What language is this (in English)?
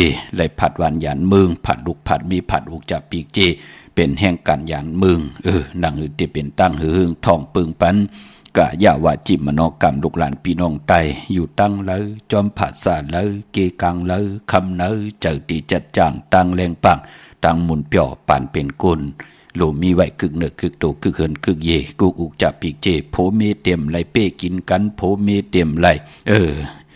Shan